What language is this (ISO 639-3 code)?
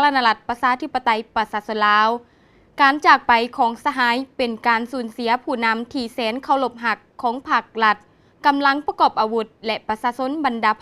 lao